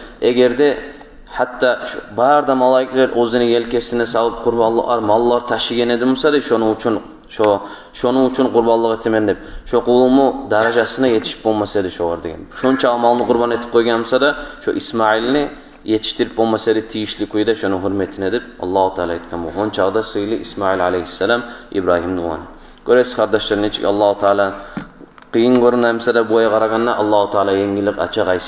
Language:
Kumyk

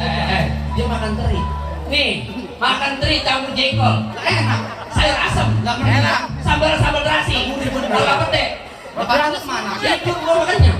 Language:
Betawi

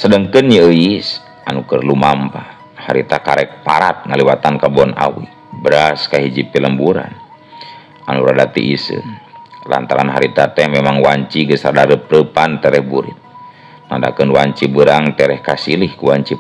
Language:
Sundanese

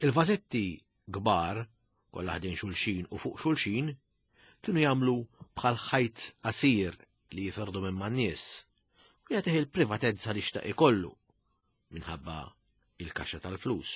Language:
Maltese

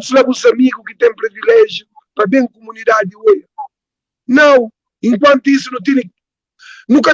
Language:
Kabuverdianu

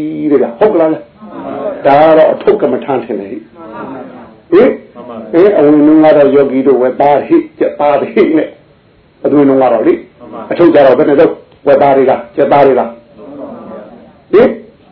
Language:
Burmese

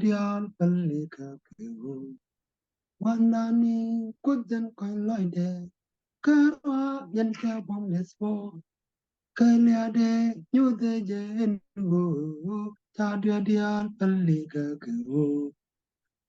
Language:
Nuer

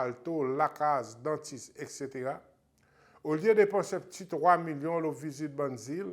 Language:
Seselwa Creole French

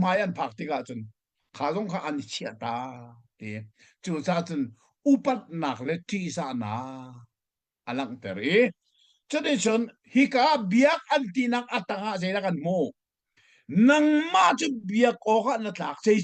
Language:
Hakha Chin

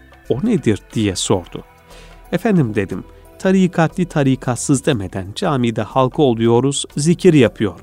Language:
Turkish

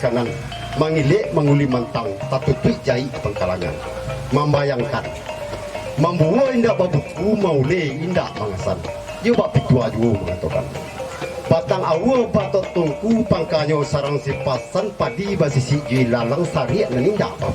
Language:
Minangkabau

